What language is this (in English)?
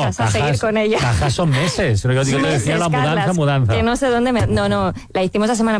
Spanish